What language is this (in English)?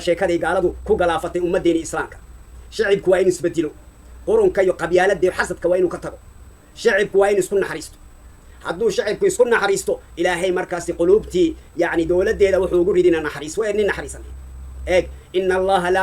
Somali